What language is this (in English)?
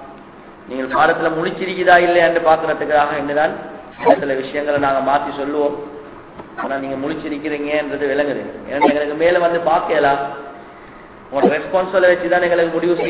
Tamil